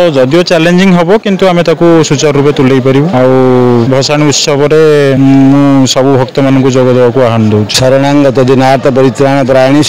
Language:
Odia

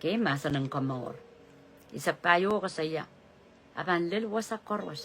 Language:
Pohnpeian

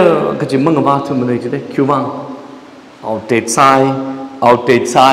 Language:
Tangkhul Naga (India)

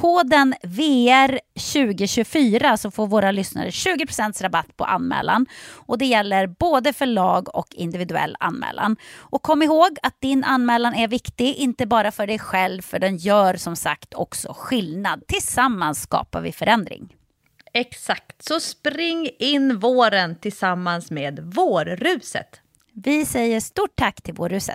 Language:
Swedish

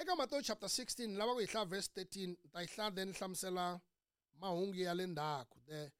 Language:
Tsonga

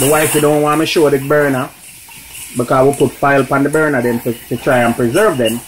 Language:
Jamaican Creole English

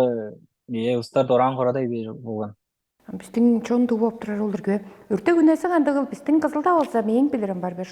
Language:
Tuvinian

